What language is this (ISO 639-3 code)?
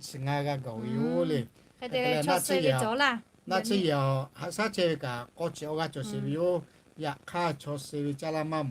lhu